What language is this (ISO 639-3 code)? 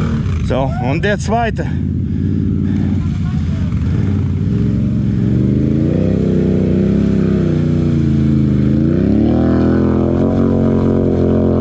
deu